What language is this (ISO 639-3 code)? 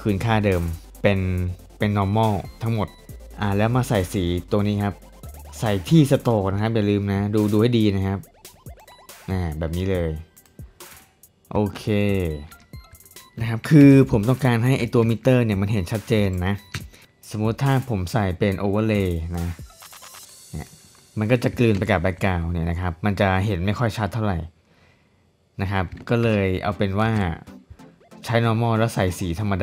tha